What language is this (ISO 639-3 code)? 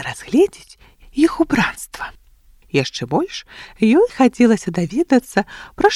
bel